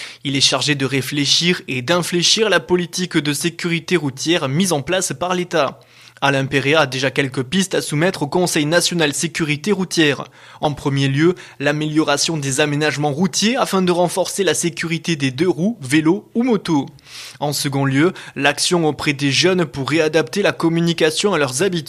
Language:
French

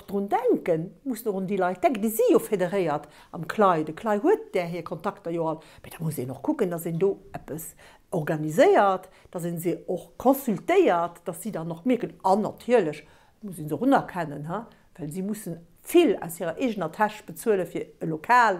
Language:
Luxembourgish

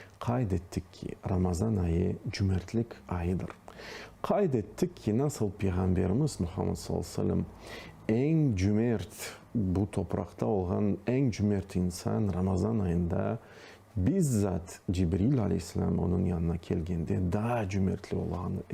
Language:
Crimean Tatar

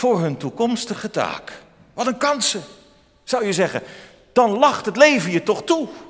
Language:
Dutch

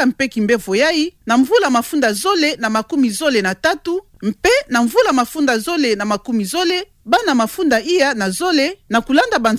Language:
Kituba (Democratic Republic of Congo)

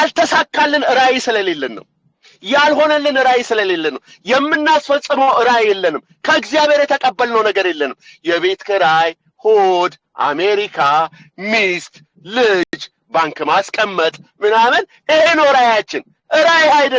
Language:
Amharic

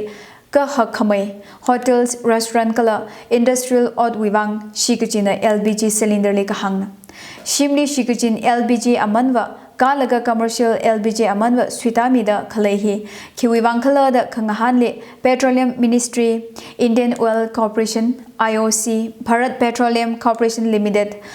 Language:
Tangkhul Naga (India)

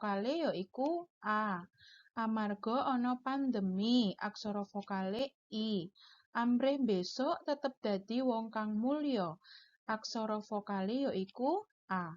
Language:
Javanese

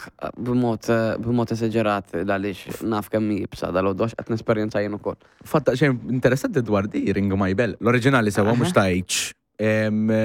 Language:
Maltese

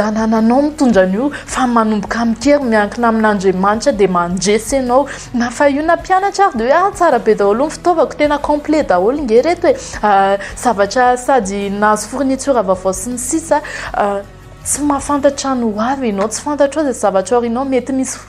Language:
Malagasy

